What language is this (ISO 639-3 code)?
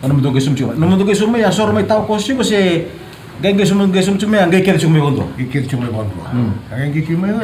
fij